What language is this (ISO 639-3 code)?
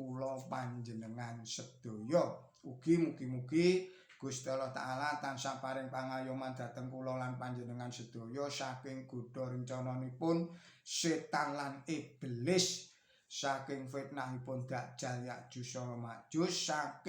jav